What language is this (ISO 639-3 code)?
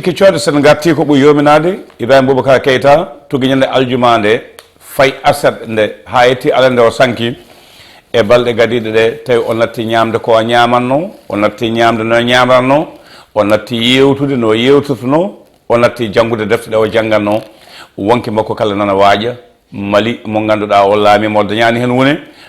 ful